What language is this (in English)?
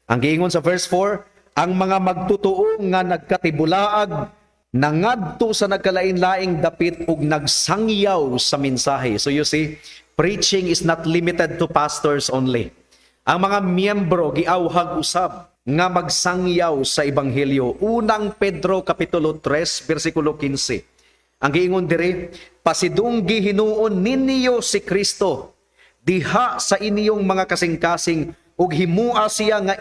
Cebuano